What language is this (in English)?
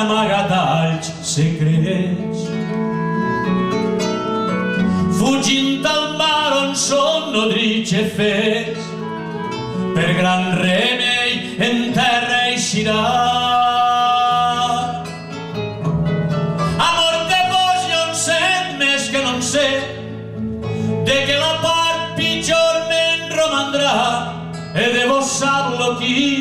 Catalan